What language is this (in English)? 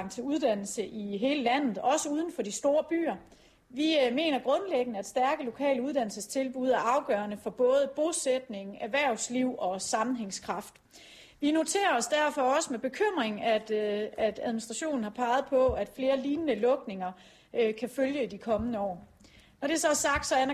Danish